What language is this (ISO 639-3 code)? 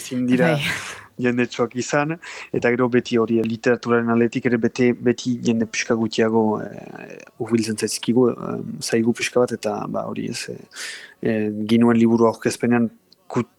eus